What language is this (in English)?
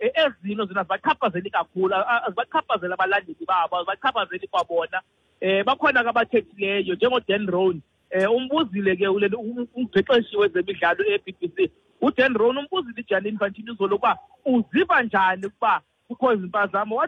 Xhosa